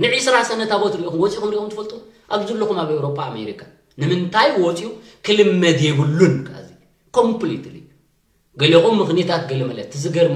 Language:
Tigrinya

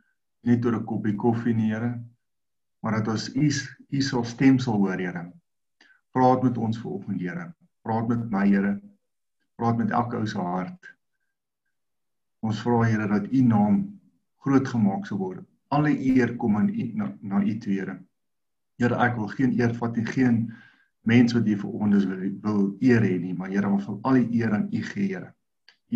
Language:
Afrikaans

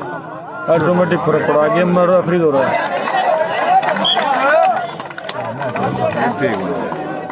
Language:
Hindi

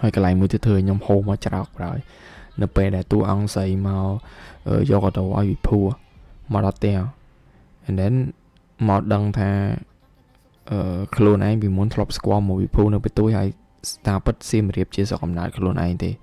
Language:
Khmer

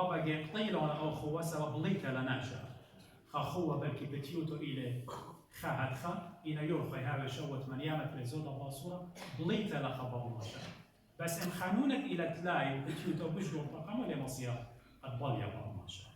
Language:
Assyrian Neo-Aramaic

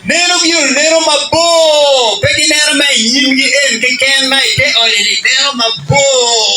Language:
Acoli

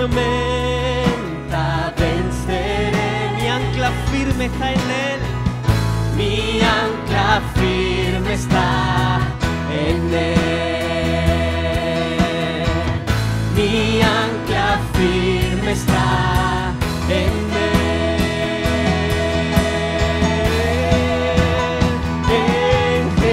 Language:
Spanish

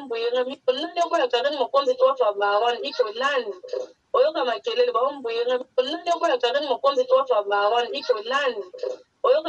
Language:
Lingala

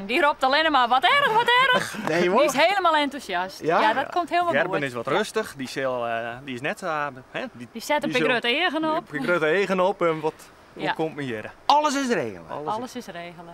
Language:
Western Frisian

